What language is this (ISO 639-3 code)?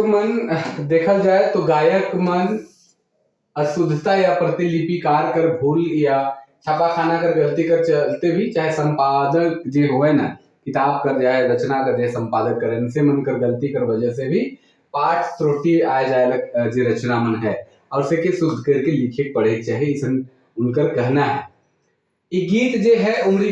sck